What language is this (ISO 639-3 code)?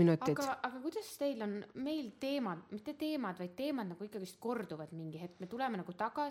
est